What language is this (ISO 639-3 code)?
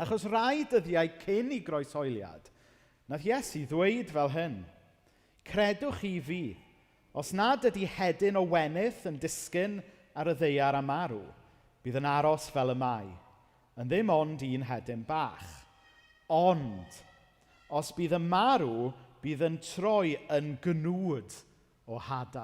cym